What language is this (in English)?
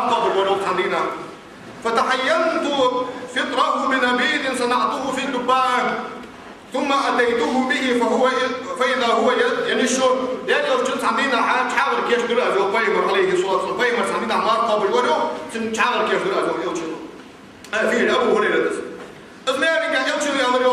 Ingush